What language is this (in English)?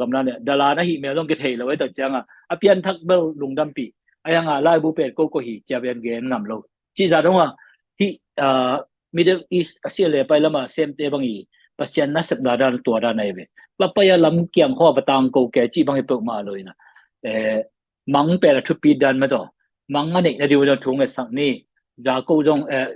Tedim Chin